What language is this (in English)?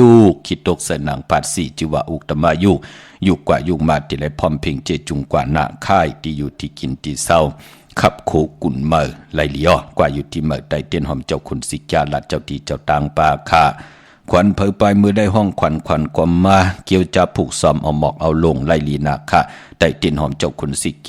Shan